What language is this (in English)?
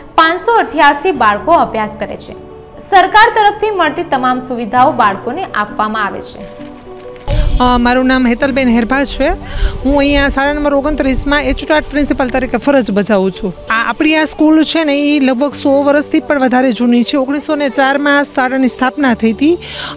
Gujarati